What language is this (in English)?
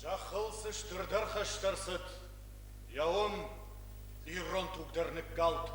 Ossetic